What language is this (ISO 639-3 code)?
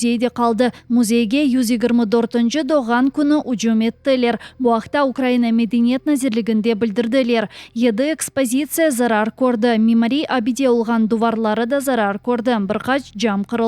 crh